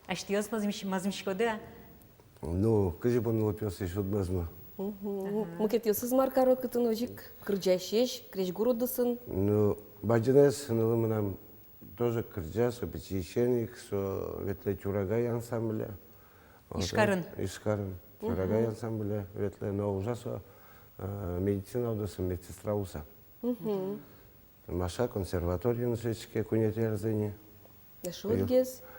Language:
Udmurt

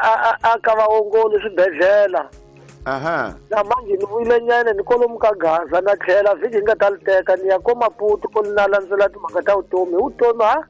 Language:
Tsonga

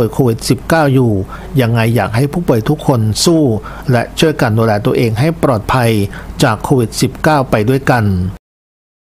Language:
Thai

